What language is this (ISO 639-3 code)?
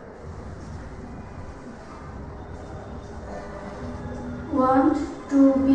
eng